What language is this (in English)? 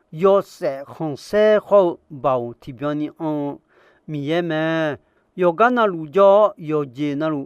Akha